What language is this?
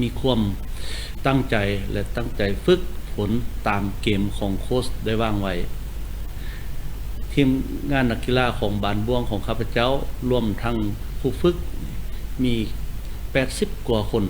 Lao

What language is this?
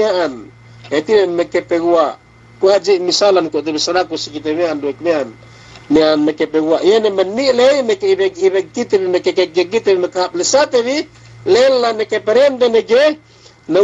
Yakan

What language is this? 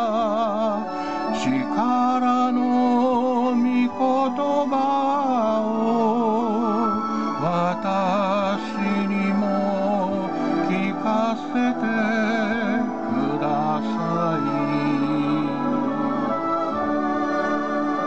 Japanese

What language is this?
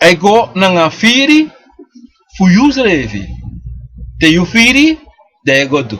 Sranan Tongo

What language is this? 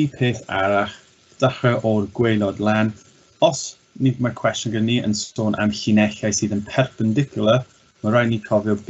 Welsh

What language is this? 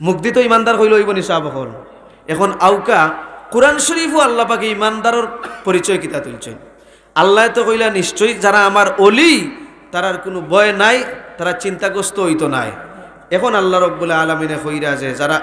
Sylheti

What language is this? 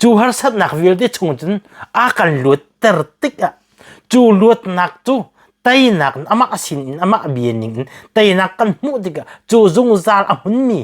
Hakha Chin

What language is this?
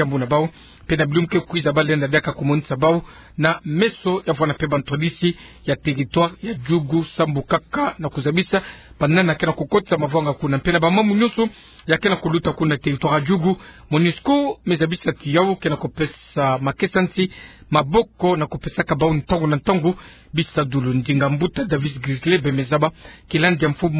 Kituba (Democratic Republic of Congo)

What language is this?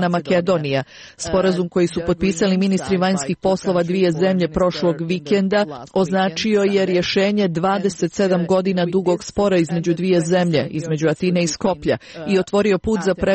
Croatian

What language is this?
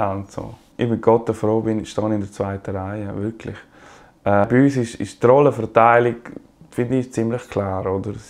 Swiss German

